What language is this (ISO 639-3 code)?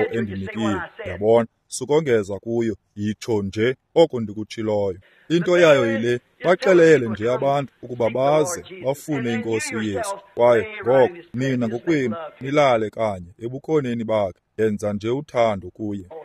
xho